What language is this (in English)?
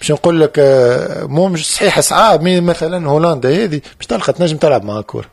Tunisian Arabic